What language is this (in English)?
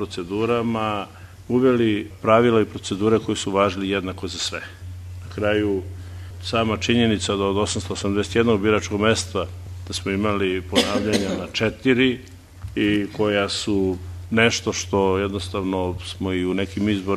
Serbian